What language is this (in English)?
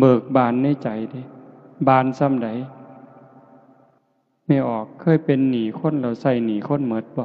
Northeastern Thai